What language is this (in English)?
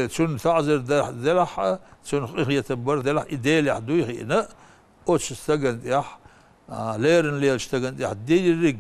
Chechen